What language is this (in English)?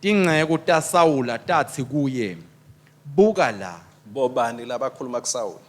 Swati